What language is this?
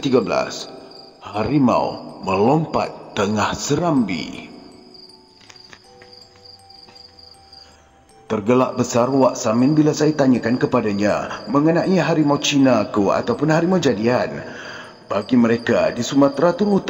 Malay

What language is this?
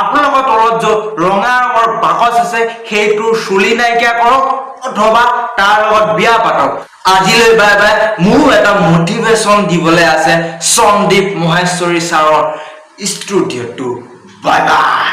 Assamese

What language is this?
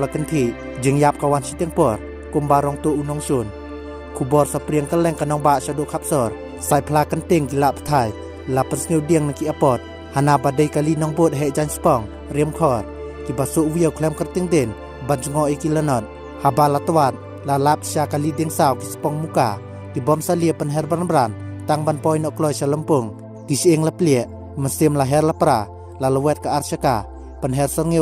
Khasi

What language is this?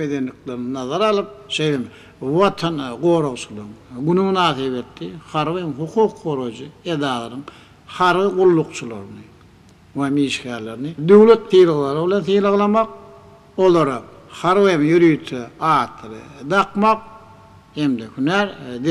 Turkmen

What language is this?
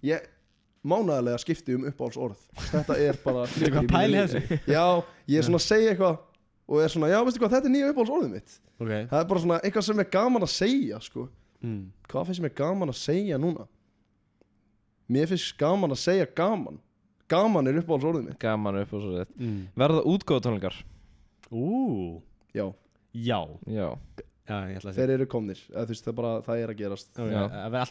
Icelandic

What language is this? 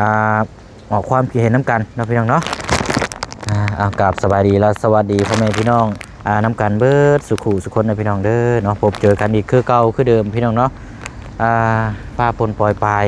Lao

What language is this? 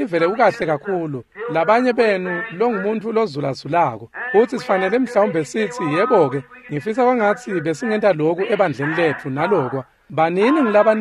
Swati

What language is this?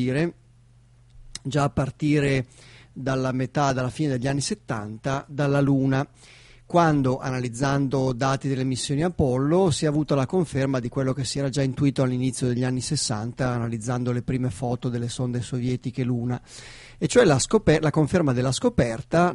Italian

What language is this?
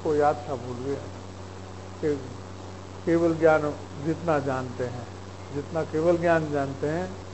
Hindi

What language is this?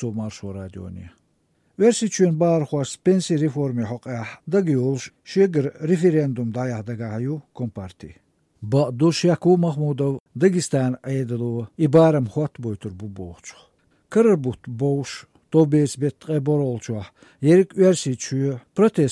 Chechen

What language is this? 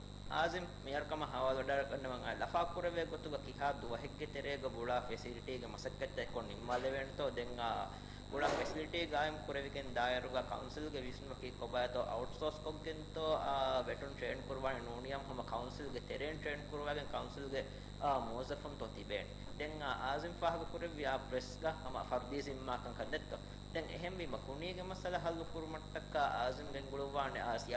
Divehi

